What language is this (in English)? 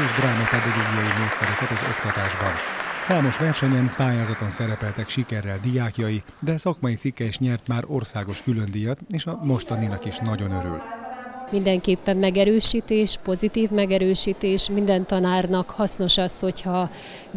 Hungarian